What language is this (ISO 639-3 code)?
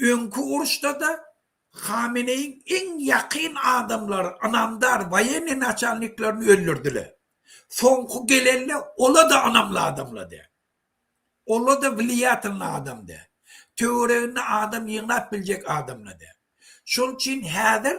tuk